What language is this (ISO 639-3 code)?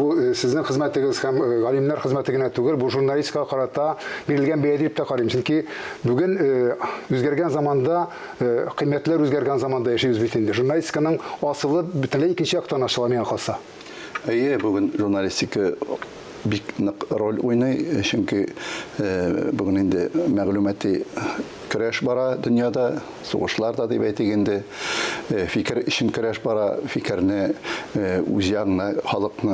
tat